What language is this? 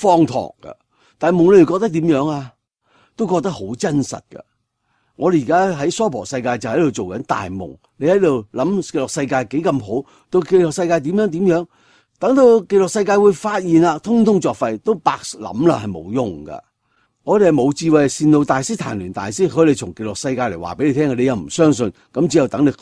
Cantonese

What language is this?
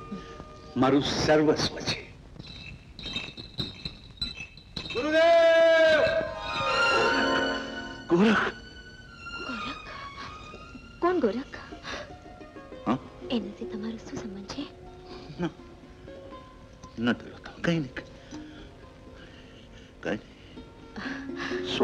Gujarati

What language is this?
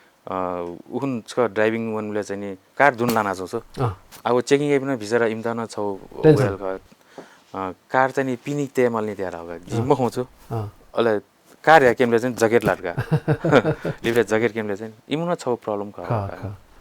Newari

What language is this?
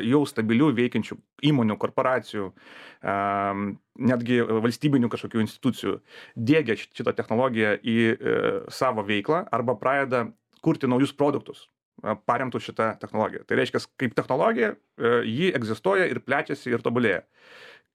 Lithuanian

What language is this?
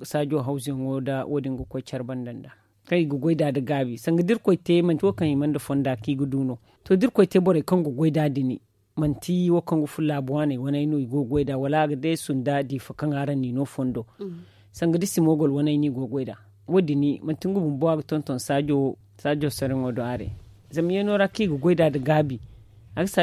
Zarma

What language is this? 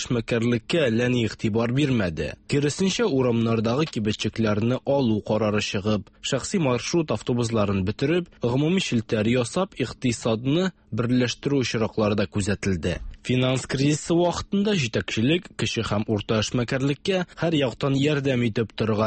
Tatar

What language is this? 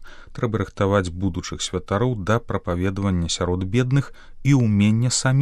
Belarusian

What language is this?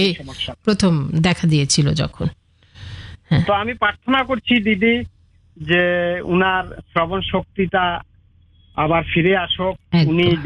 Bangla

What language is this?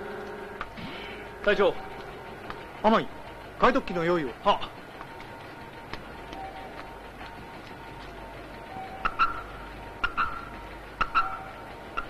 Japanese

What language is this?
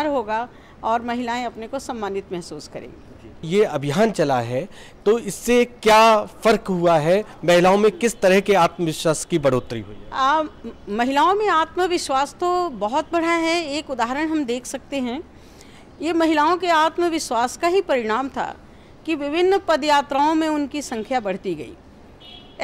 Hindi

